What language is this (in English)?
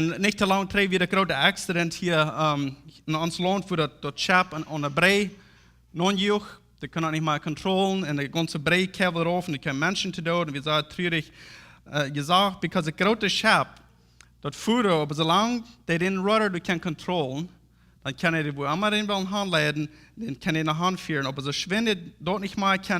Plautdietsch